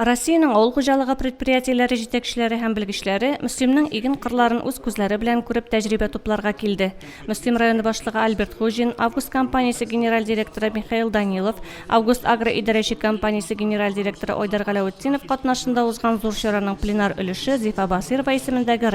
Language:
Tatar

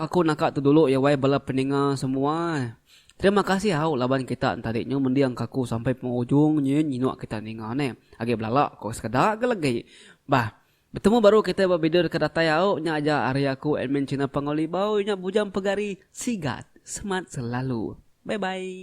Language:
Iban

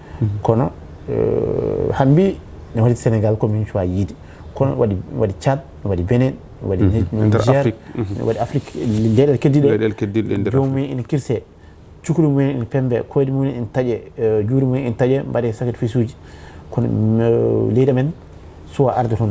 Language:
Fula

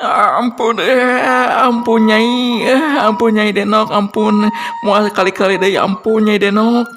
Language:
Sundanese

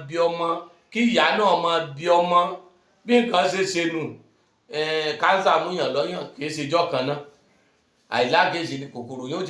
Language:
Yoruba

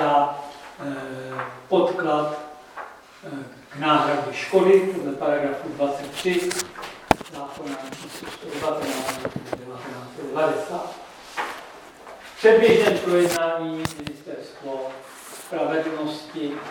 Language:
Czech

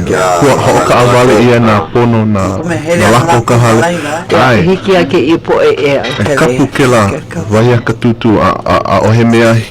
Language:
Hawaiian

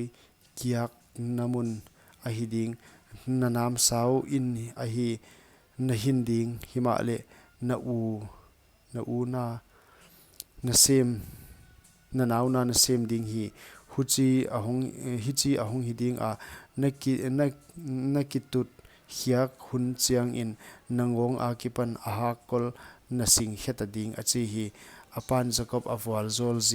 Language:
Paite Chin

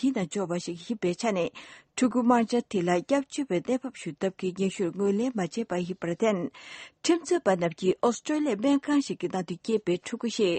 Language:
Tibetan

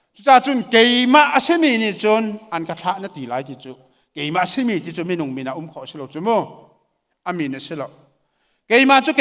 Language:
Hakha Chin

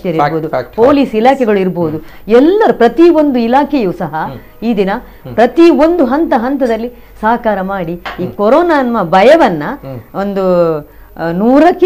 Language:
Kannada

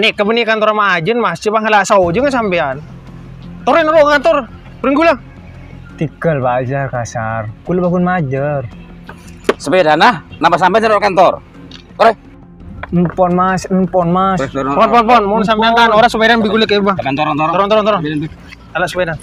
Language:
Madurese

